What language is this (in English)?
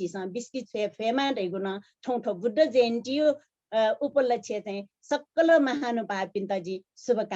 Newari